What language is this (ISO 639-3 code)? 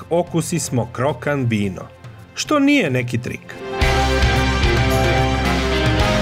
srp